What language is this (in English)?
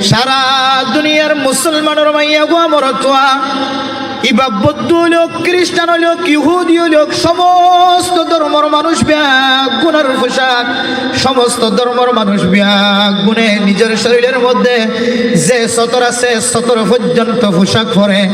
Rohingya